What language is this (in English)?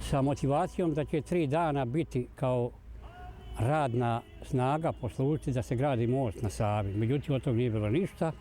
Bosnian